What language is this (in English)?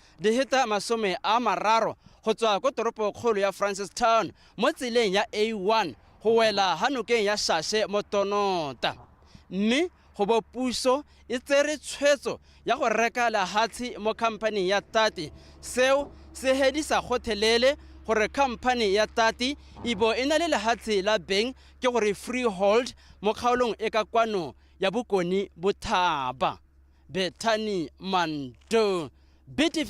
Tswana